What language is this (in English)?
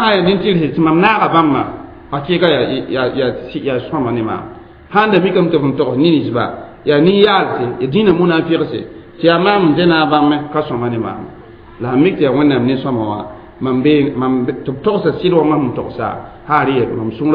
Mossi